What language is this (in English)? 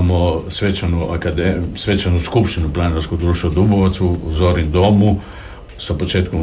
Croatian